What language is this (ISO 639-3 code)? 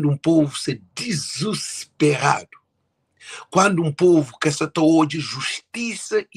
kea